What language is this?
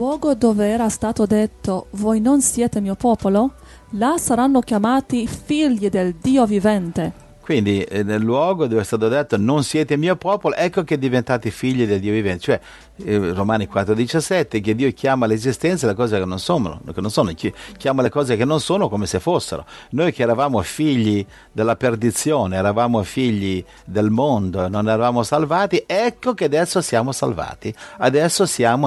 Italian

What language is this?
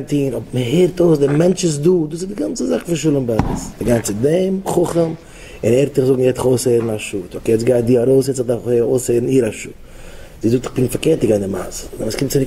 Yiddish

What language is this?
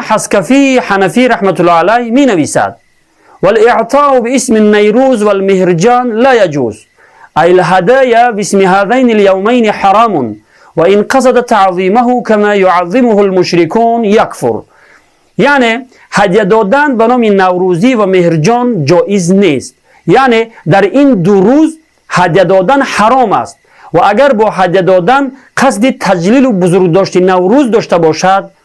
Tajik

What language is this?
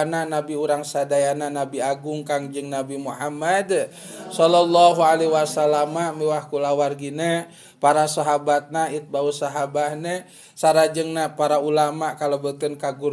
Sundanese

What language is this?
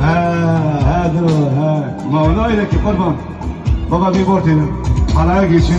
Kurdish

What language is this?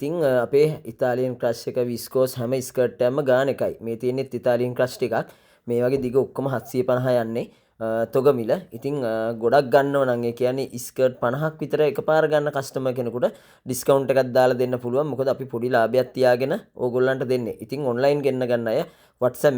Sinhala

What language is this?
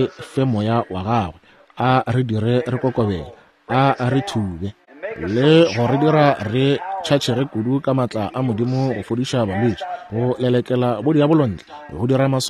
Northern Sotho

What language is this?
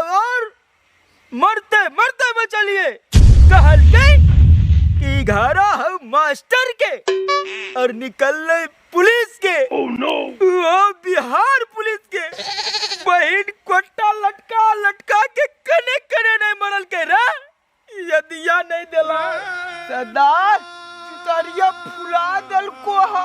Magahi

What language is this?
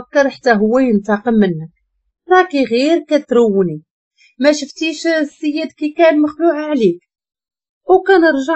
Moroccan Arabic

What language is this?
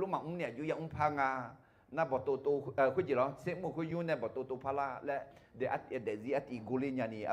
Akha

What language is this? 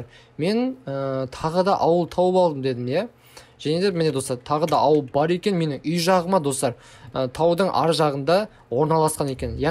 Kazakh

